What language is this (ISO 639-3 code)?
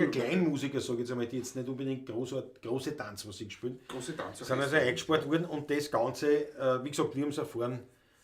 bar